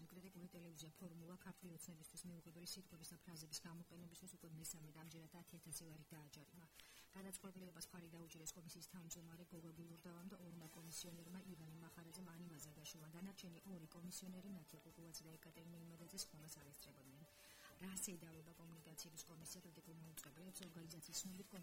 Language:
Georgian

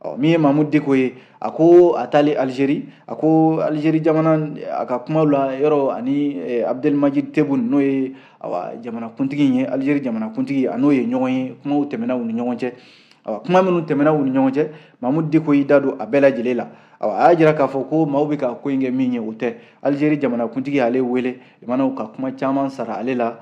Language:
Bambara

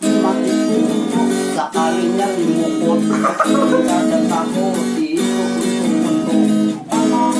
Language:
Banjar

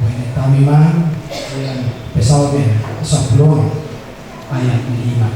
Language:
Batak Toba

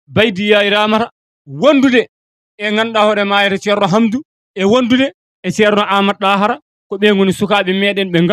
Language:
Fula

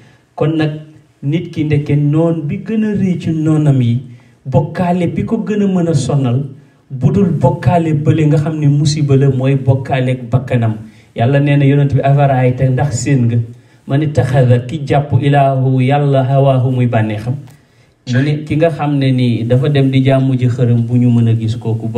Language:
Wolof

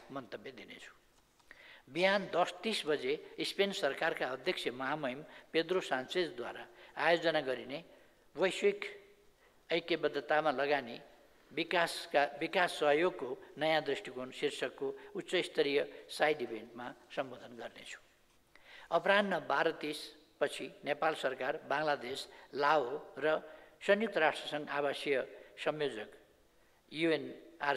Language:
Nepali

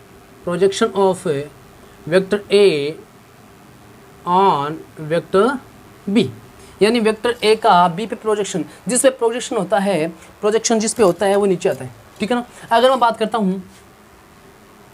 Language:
Hindi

